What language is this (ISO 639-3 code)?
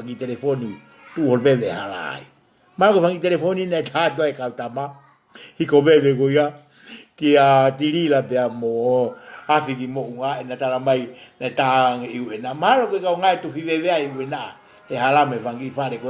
ton